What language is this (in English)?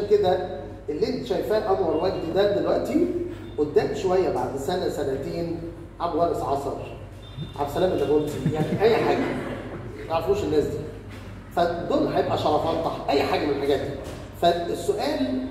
Egyptian Arabic